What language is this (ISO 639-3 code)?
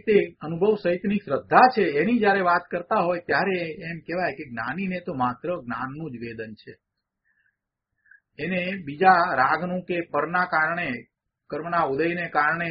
guj